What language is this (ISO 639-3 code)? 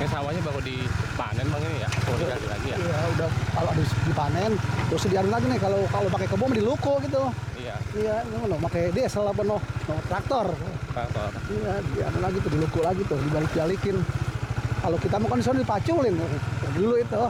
bew